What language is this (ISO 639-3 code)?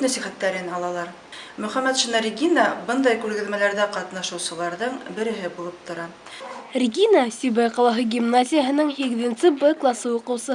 bak